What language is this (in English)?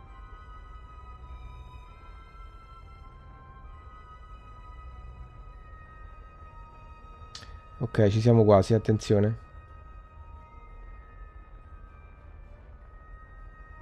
Italian